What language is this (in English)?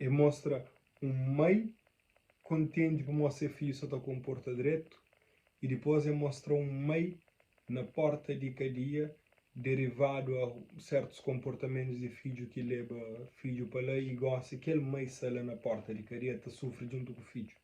Kabuverdianu